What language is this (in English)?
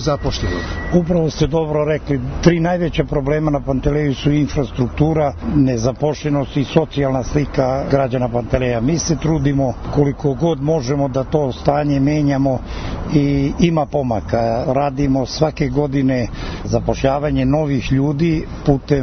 Serbian